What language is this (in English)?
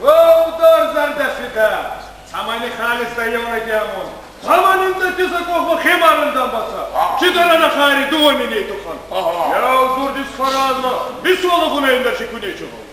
Ossetic